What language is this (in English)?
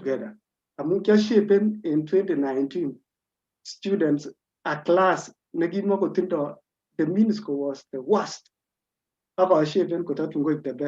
Kalenjin